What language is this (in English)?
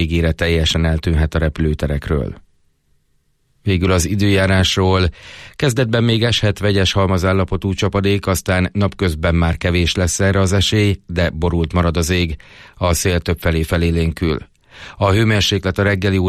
Hungarian